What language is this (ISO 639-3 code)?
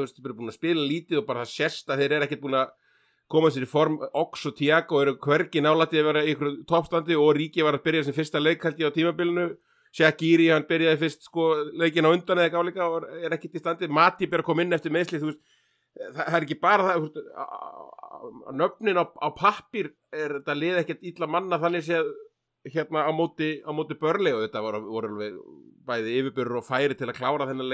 isl